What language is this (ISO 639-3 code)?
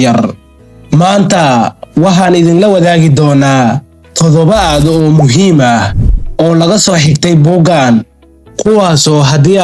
som